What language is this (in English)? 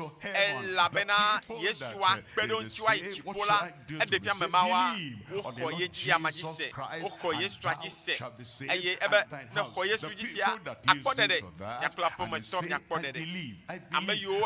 Ewe